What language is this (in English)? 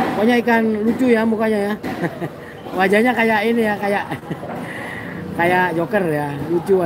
Indonesian